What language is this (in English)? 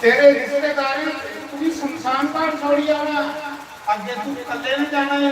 Dogri